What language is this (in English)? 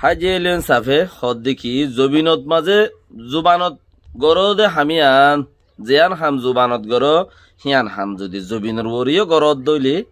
Rohingya